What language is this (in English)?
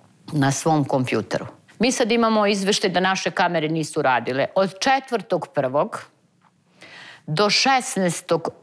Serbian